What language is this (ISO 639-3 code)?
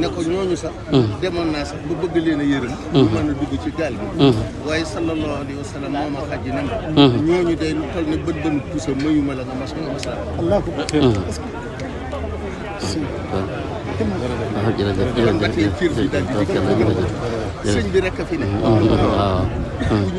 wol